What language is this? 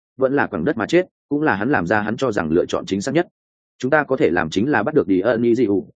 Vietnamese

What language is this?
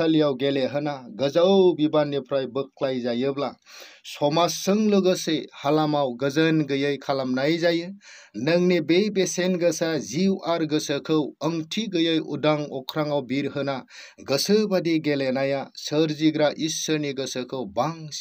Bodo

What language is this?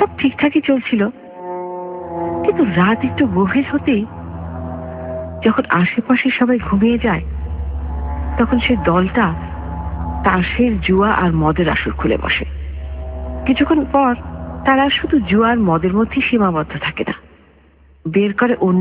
Bangla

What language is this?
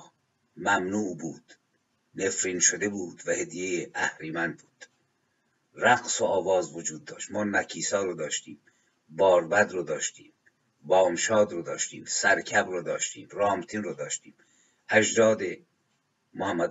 Persian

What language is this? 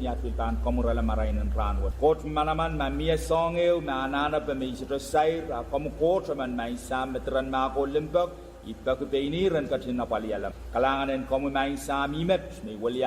Pohnpeian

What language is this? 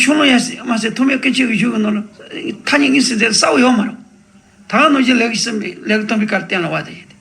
Tibetan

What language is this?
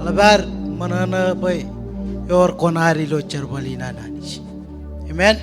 Marshallese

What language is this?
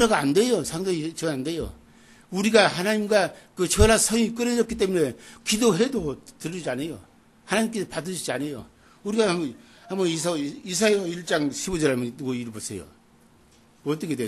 Korean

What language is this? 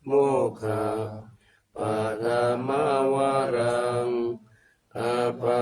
Pali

